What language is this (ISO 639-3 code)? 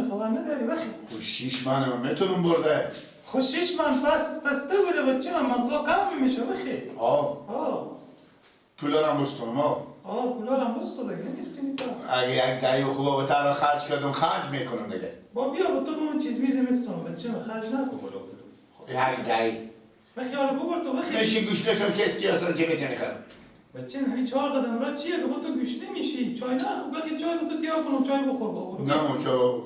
fas